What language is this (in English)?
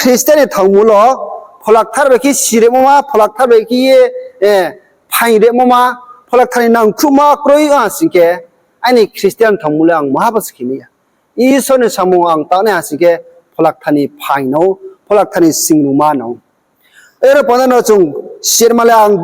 Riang (India)